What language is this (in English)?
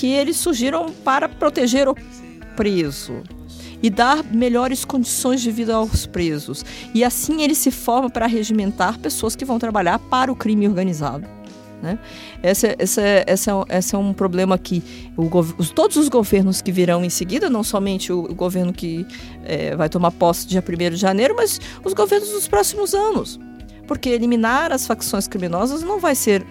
Portuguese